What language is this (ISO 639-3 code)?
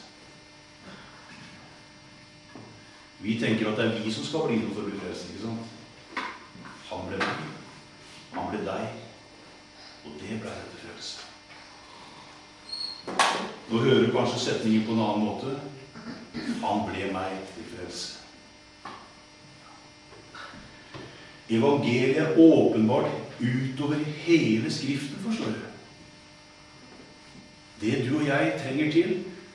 nor